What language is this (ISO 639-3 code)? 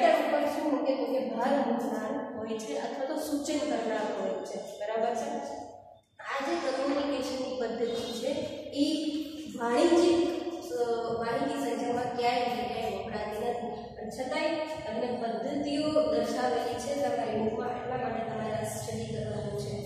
guj